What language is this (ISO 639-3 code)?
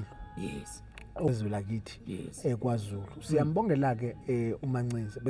zul